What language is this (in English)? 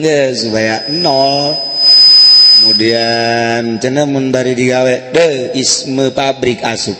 Sundanese